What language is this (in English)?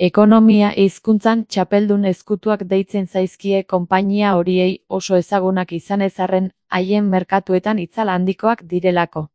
Basque